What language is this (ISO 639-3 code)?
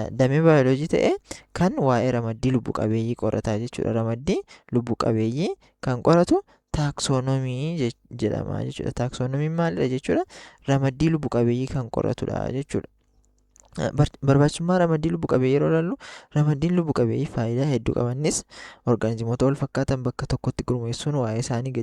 orm